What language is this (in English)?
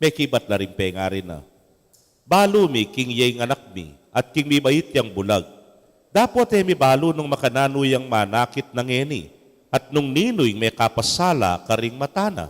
Pampanga